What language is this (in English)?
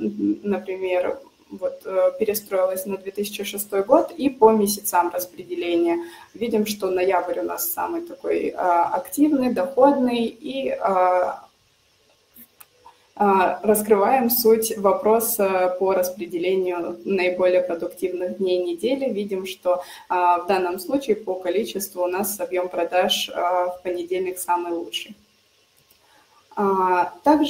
Russian